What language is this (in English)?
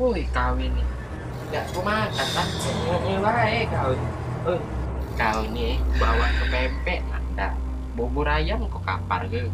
Musi